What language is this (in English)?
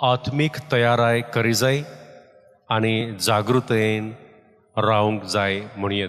Konkani